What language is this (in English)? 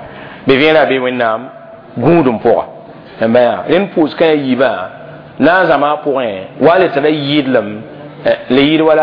Mossi